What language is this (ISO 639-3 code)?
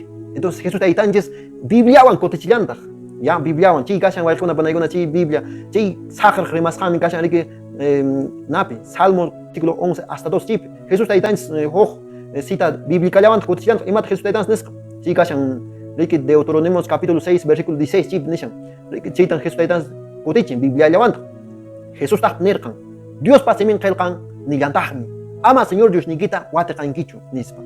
que